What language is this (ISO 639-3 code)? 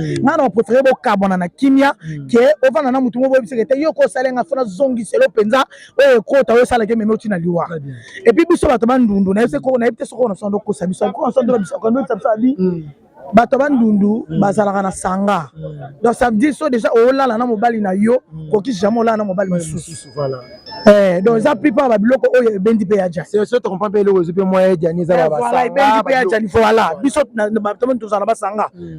lin